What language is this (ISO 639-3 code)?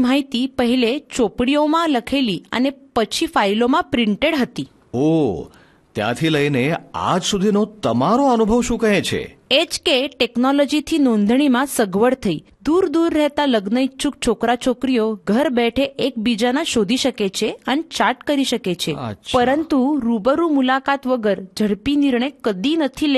guj